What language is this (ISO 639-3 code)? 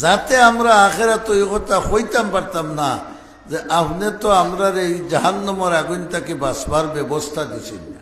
syl